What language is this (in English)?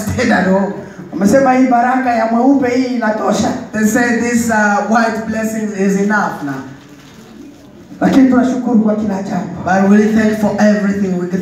Swahili